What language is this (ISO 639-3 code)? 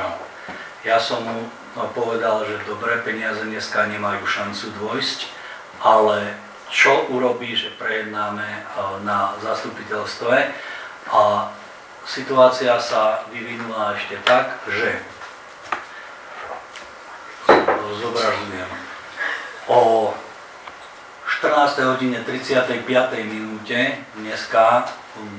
slk